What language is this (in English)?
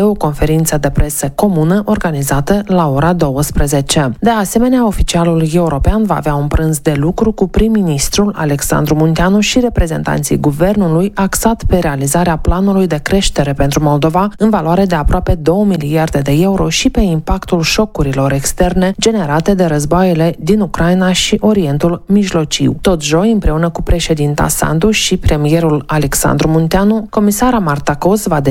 Romanian